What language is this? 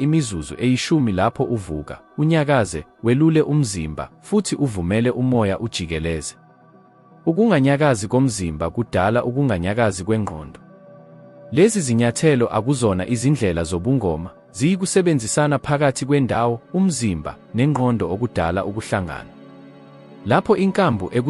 Zulu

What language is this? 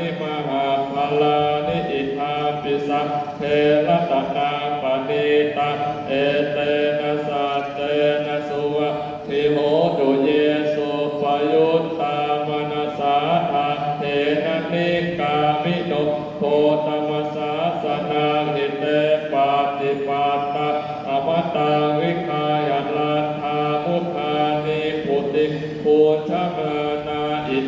Pali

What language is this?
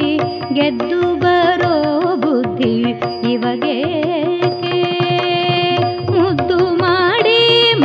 Kannada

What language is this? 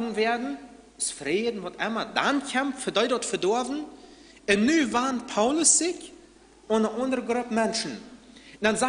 Plautdietsch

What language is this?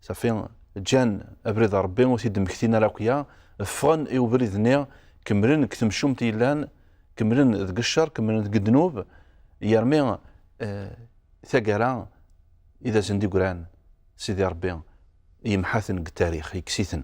Kabyle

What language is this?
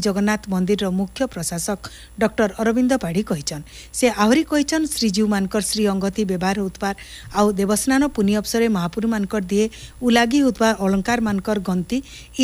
Odia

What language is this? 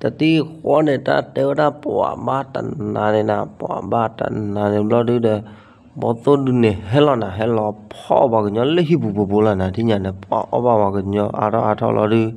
S'gaw Karen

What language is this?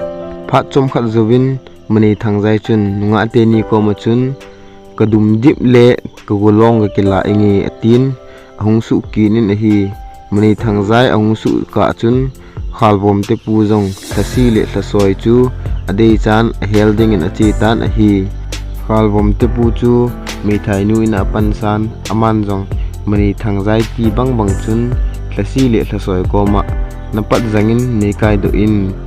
Thado Chin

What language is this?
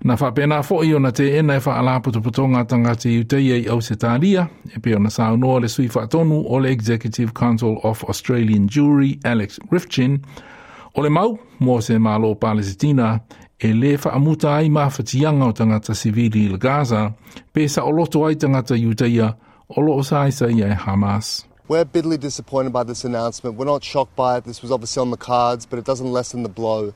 Samoan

